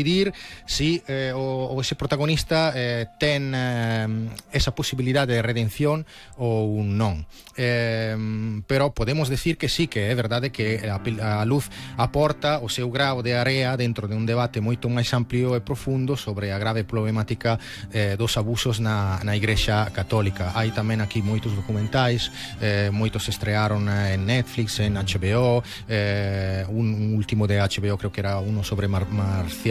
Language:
Galician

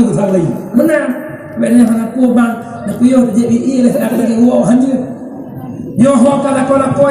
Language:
Achinese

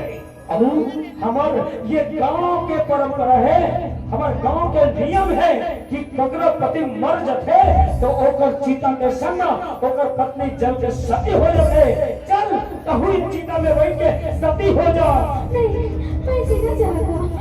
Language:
Chhattisgarhi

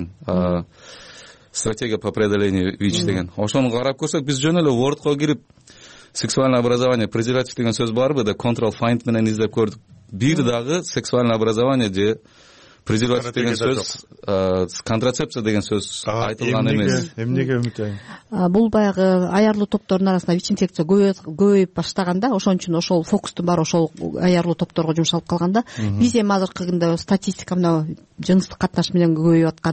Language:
Kyrgyz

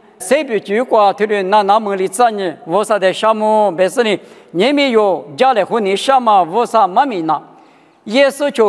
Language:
Lisu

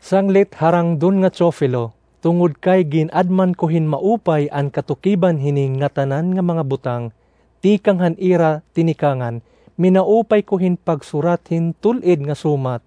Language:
Waray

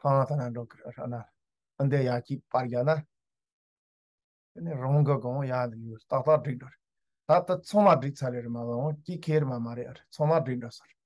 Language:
Tibetan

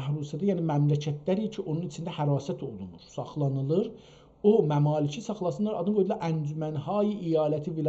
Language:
South Azerbaijani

